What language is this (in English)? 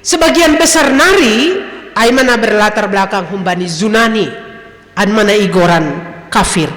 Batak Simalungun